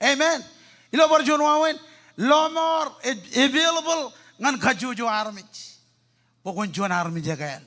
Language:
Marshallese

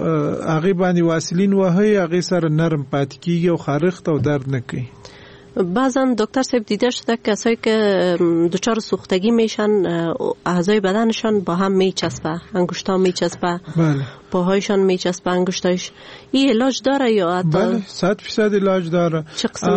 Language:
Persian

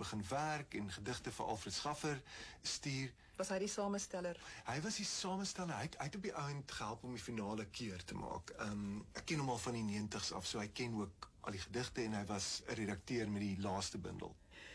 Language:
Afrikaans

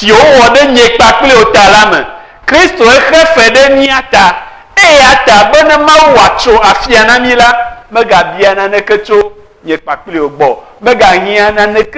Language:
Ewe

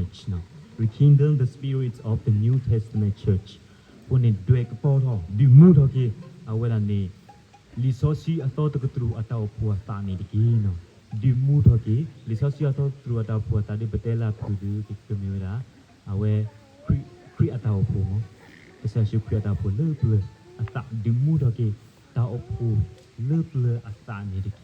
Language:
S'gaw Karen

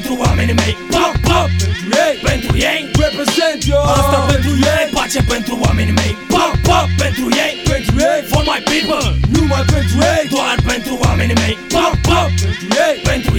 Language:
Romanian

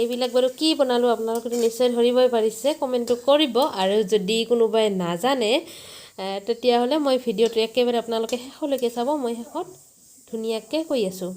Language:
Assamese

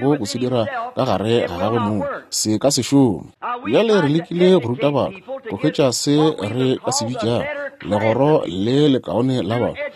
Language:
Northern Sotho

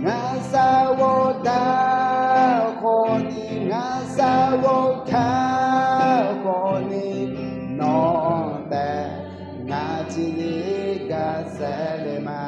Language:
Akha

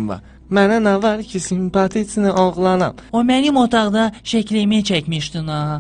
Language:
Azerbaijani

